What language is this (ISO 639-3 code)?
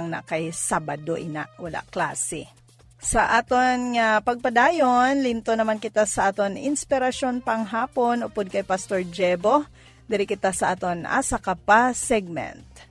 hil